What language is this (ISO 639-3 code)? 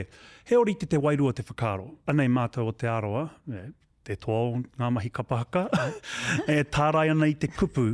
mri